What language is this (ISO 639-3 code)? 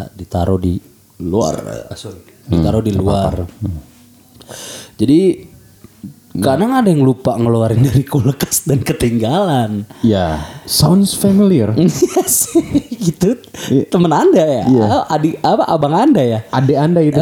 ind